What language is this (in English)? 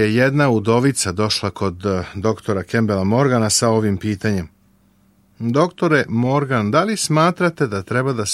Serbian